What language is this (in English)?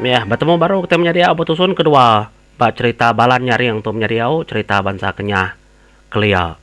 Iban